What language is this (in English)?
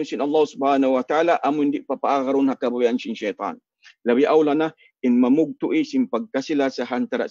Tausug